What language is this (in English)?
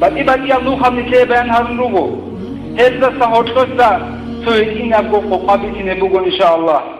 Avaric